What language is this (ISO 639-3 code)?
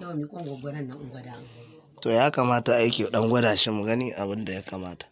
hau